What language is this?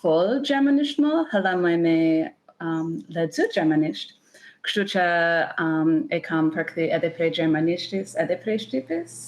Albanian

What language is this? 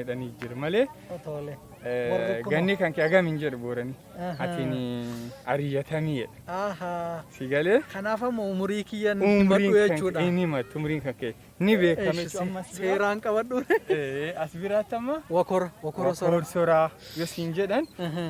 Oromo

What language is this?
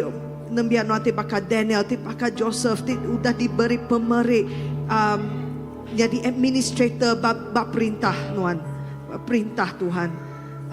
Iban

